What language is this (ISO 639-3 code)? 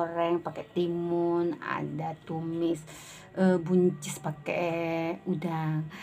ind